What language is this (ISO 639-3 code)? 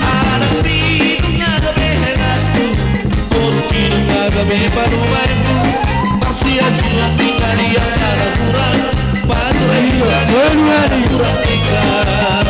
bbc